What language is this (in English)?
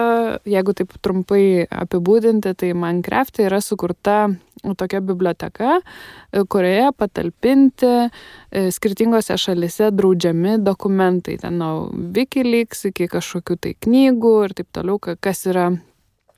Lithuanian